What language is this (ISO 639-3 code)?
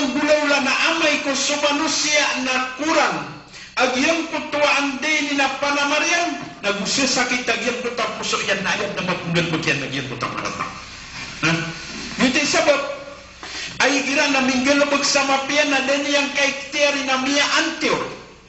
mrw